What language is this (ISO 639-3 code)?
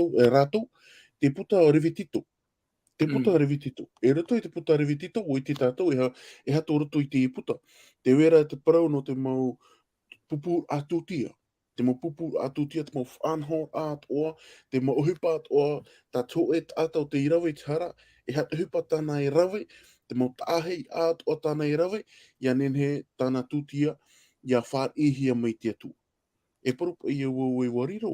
tah